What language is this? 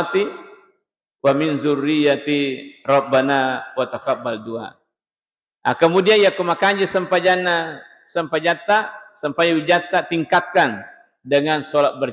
Buginese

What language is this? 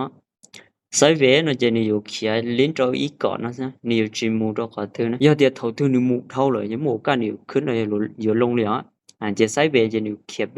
Hmong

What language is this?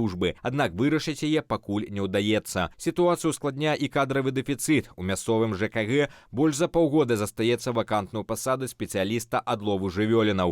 Belarusian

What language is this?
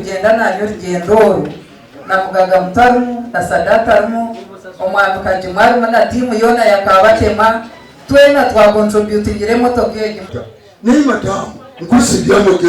Nyankole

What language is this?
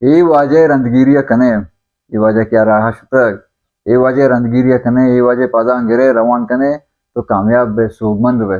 Baluchi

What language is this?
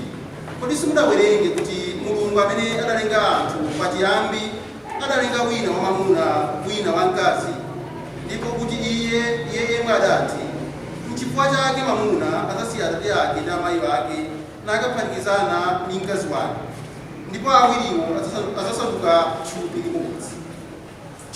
Nyanja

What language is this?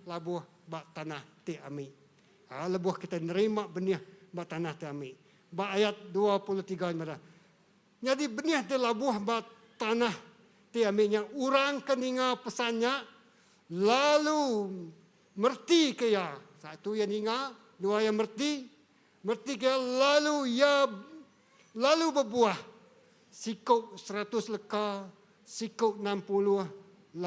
Iban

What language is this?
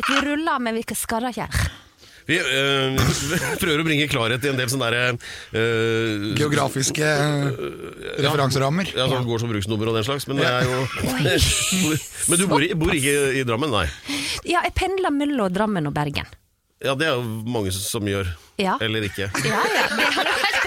Norwegian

